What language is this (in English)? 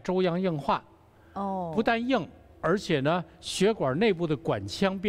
Chinese